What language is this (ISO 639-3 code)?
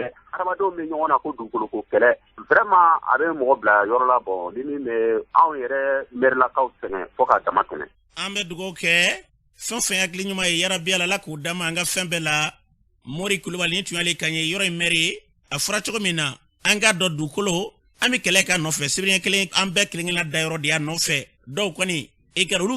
bam